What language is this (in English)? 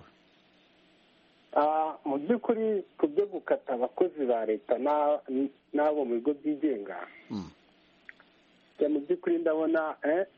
Kinyarwanda